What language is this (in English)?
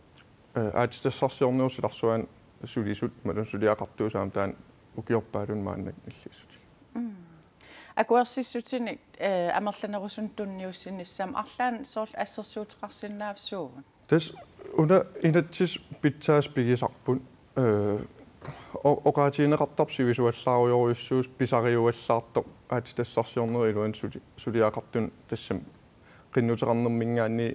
Kalaallisut